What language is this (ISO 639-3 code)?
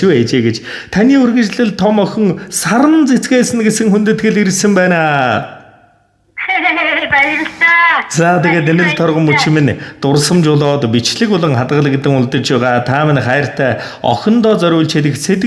mon